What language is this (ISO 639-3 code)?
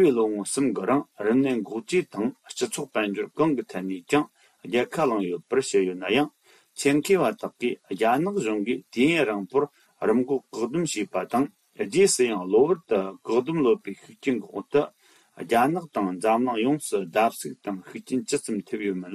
bod